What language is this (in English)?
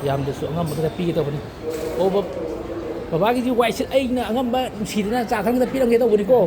Manipuri